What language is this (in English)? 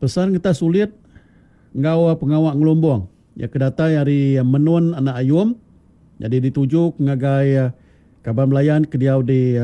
Iban